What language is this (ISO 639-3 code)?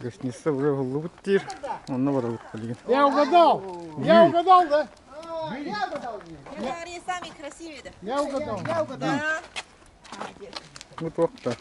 sah